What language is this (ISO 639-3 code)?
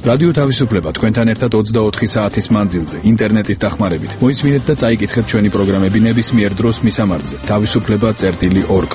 kat